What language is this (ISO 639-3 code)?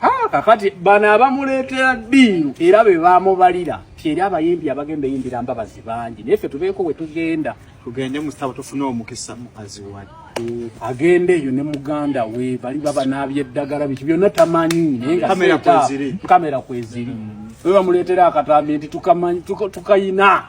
lug